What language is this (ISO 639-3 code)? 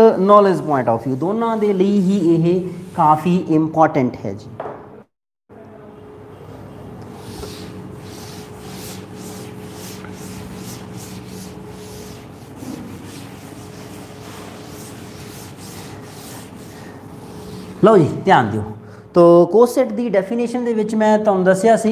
pan